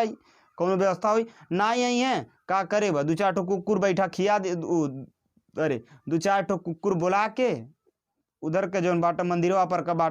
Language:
Bhojpuri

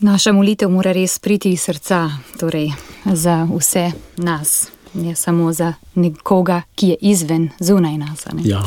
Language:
Slovenian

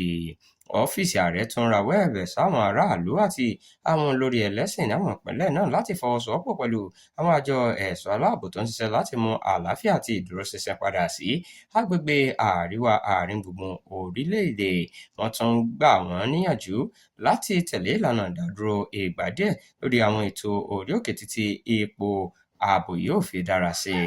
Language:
Yoruba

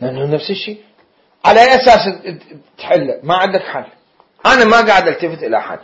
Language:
Mesopotamian Arabic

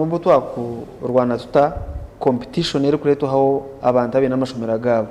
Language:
Nyankole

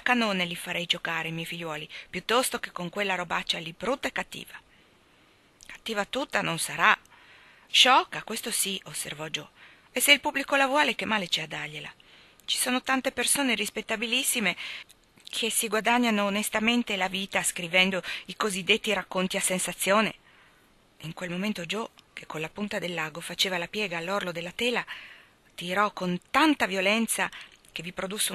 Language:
Italian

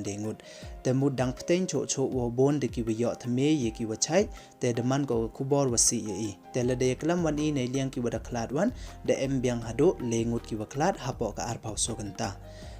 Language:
Pnar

